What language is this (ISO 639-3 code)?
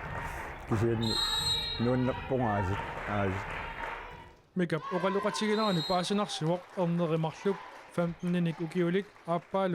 kal